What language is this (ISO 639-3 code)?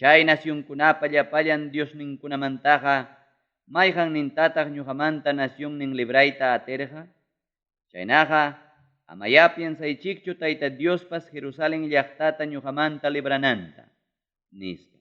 quy